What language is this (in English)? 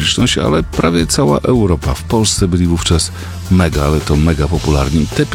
Polish